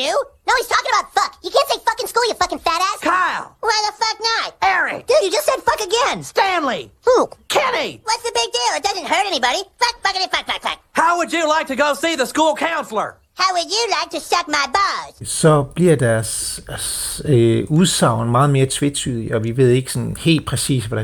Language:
Danish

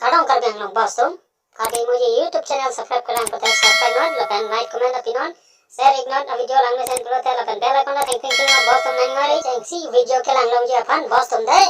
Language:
Karbi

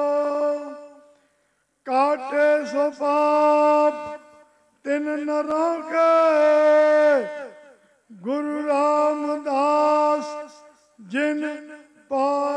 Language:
Punjabi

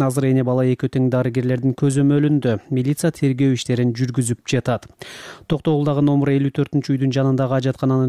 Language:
Kyrgyz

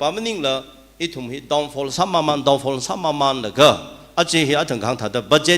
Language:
Tangkhul Naga (India)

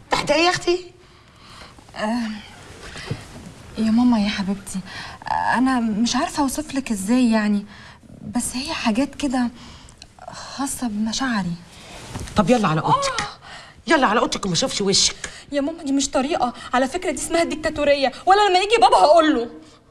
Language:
Egyptian Arabic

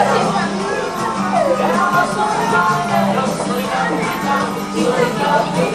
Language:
Slovak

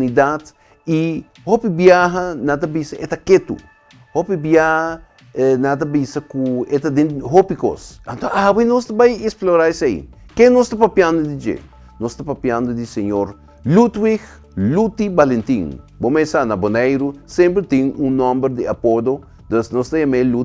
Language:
Papiamento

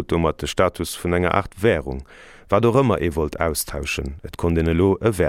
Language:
Luxembourgish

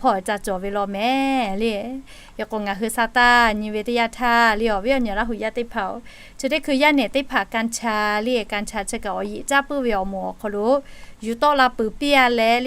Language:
Lahu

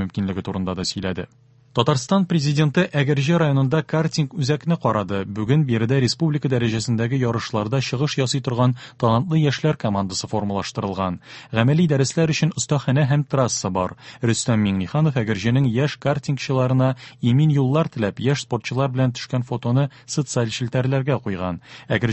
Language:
Tatar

